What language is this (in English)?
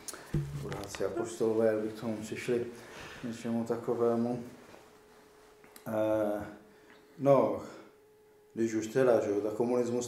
Czech